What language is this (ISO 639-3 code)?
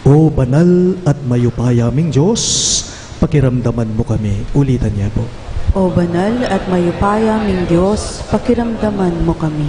pam